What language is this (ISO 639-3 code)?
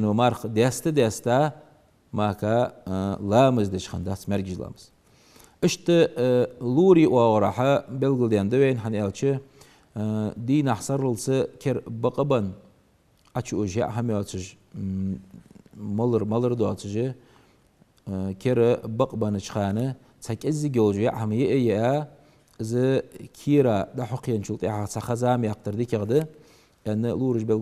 inh